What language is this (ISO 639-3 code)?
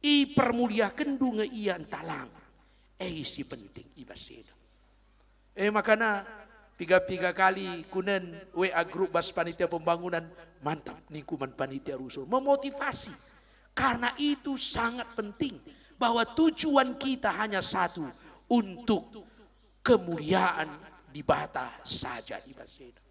btx